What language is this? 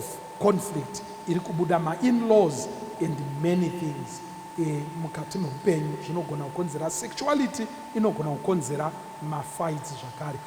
Shona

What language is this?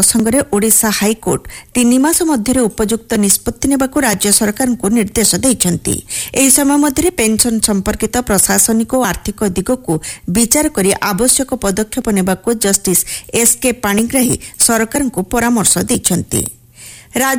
Odia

